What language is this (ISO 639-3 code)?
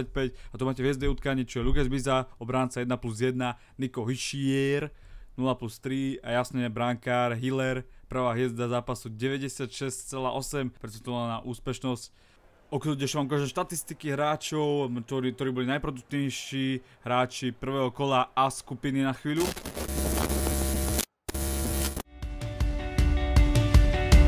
slk